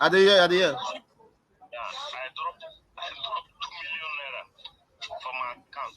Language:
Nigerian Pidgin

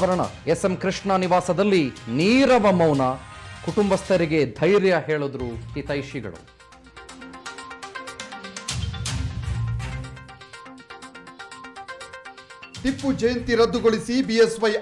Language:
Kannada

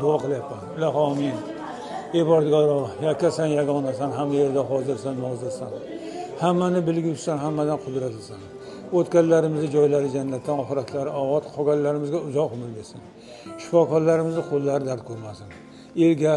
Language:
Uzbek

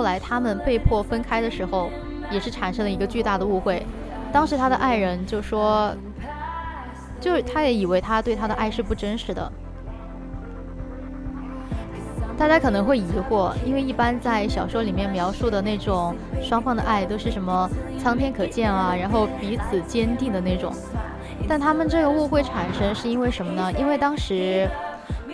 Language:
Chinese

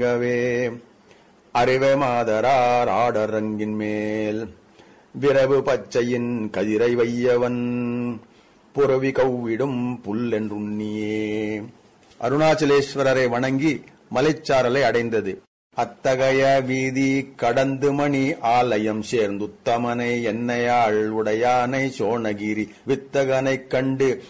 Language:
Tamil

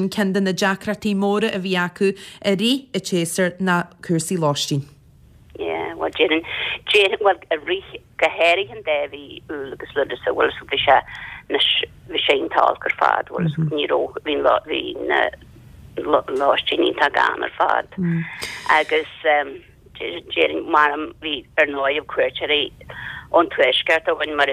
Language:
Irish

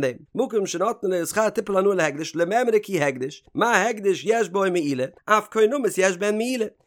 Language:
Yiddish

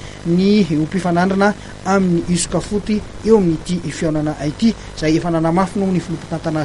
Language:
Malagasy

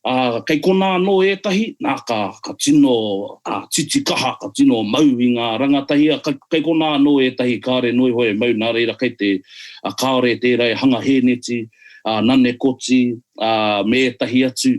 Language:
Māori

